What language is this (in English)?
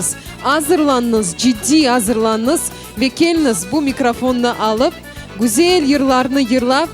Crimean Tatar